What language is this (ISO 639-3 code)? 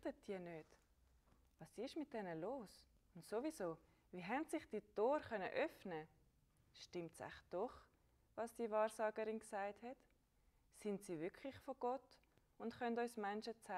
gsw